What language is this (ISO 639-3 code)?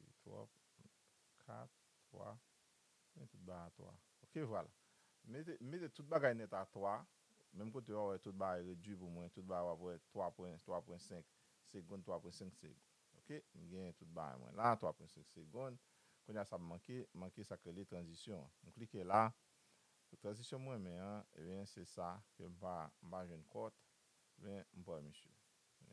hat